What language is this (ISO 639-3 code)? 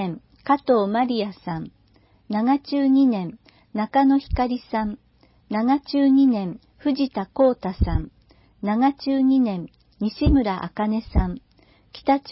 jpn